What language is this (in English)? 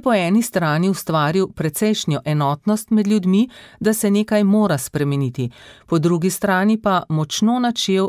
Slovenian